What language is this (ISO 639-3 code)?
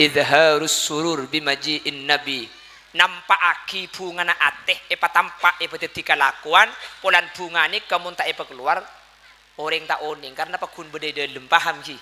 mad